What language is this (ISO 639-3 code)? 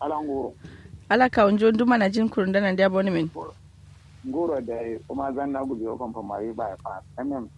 kau